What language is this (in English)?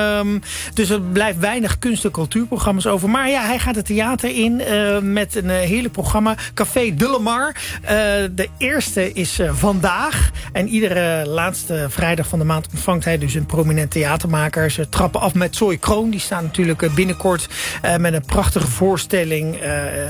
Dutch